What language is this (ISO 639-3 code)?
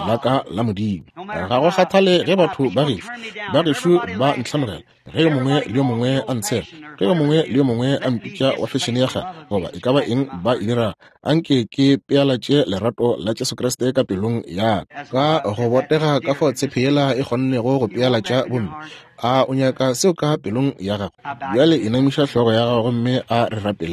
nso